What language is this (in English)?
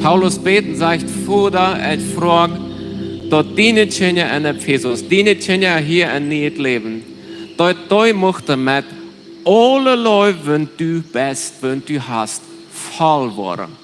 Plautdietsch